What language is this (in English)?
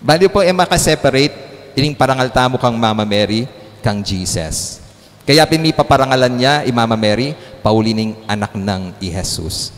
Pampanga